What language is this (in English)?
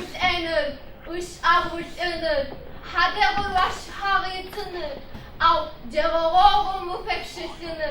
Adyghe